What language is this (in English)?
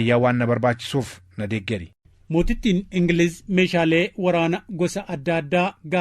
Oromo